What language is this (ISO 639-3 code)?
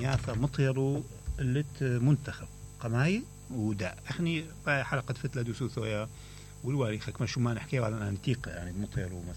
acm